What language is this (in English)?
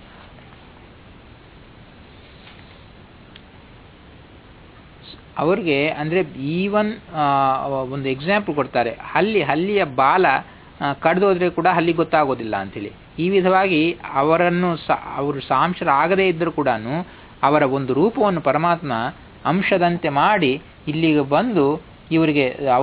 Kannada